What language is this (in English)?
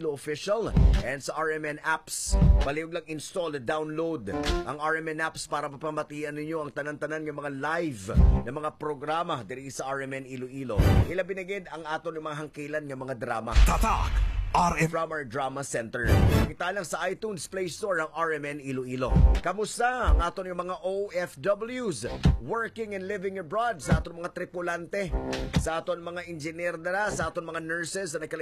Hiligaynon